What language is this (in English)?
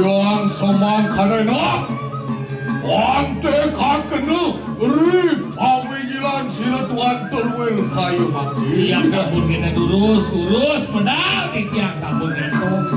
Balinese